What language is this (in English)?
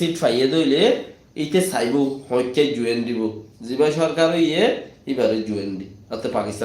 Rohingya